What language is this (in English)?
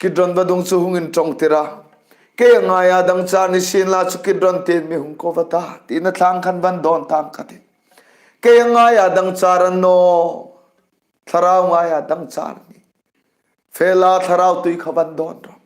Hmar